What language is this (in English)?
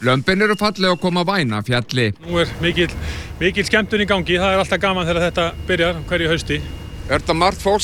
Icelandic